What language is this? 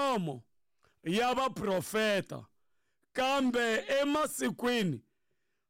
Tsonga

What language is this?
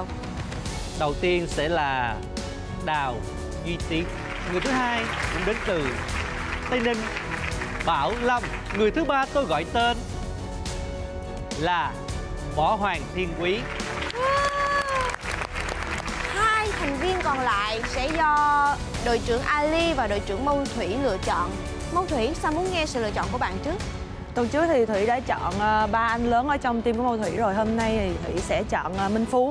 Vietnamese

